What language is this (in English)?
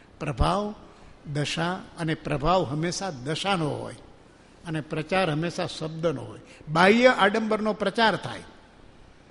Gujarati